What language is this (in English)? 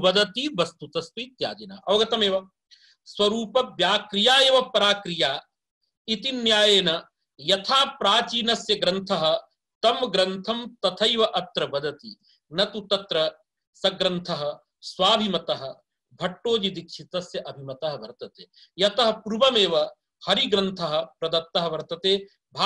Sanskrit